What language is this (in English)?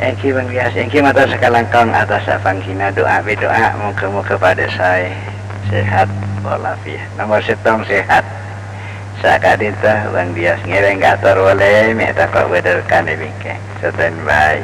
Madurese